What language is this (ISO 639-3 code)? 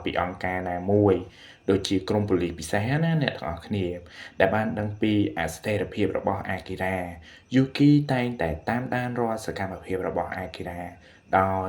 khm